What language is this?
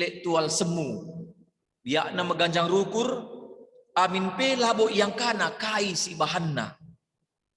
Batak Karo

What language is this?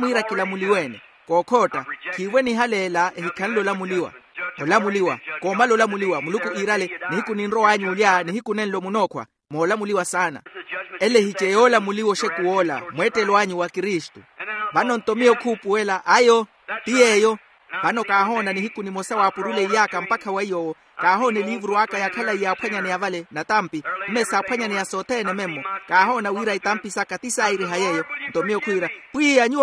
Makhuwa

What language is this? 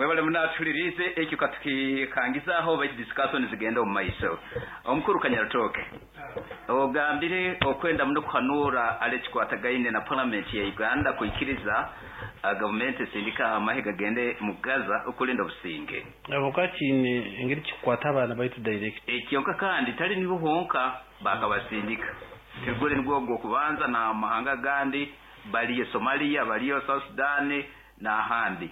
Nyankole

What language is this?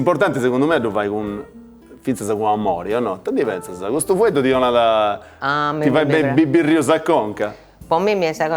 Sardinian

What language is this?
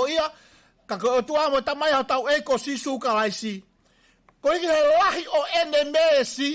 Tongan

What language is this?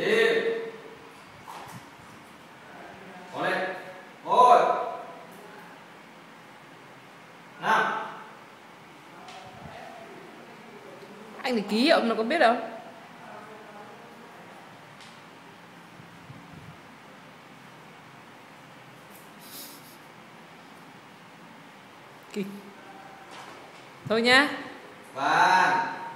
Vietnamese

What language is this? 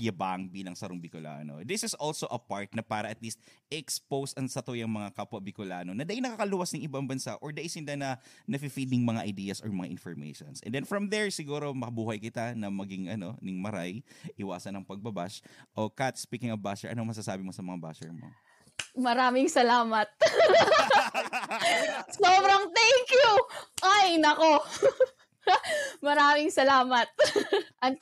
Bikol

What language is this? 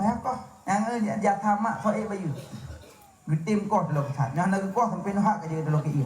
Achinese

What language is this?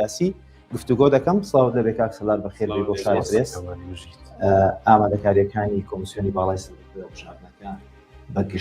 Central Kurdish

